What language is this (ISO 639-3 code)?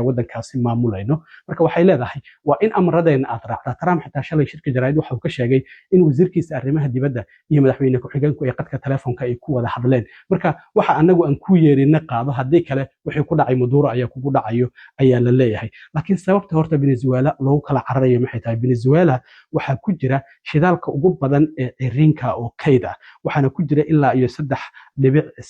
som